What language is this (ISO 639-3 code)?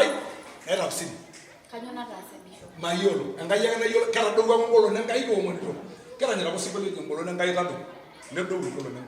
mas